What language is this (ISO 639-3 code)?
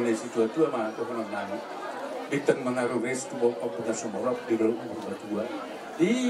bbc